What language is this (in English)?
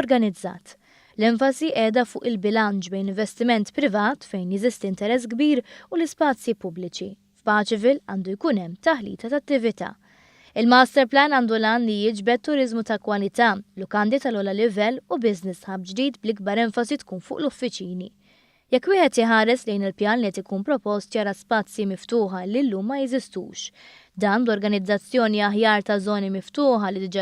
Maltese